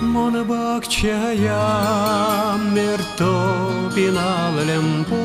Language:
Udmurt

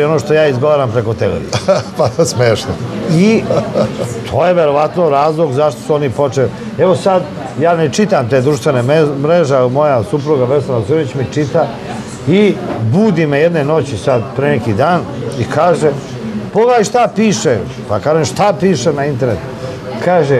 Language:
Serbian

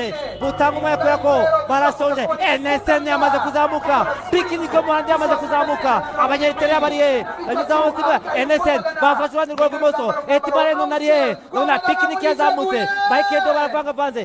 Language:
Kinyarwanda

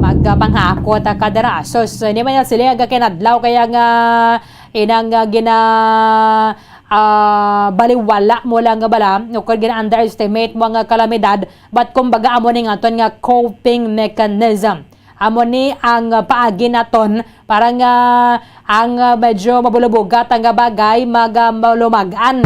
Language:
Hiligaynon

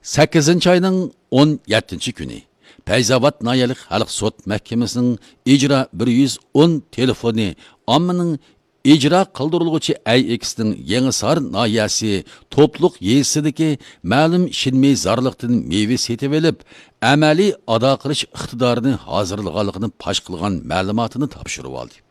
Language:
Uyghur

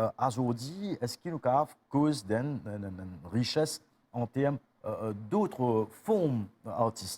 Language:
Morisyen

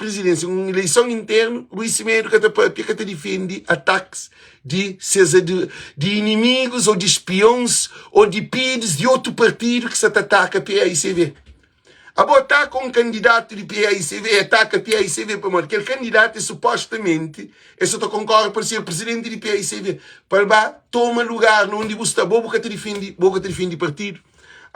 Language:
Kabuverdianu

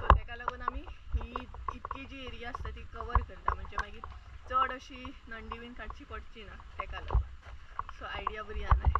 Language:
Konkani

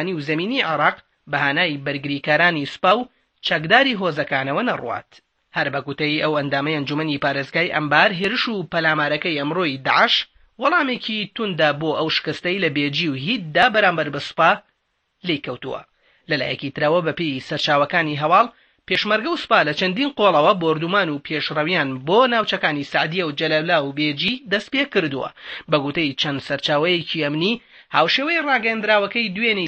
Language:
Central Kurdish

